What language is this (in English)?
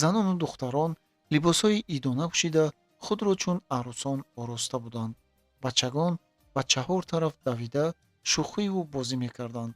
Tajik